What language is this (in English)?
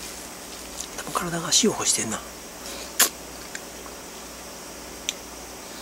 Japanese